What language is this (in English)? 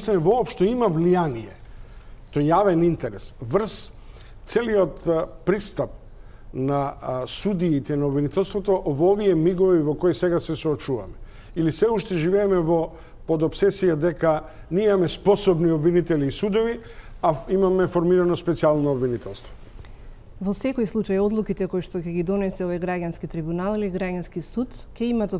Macedonian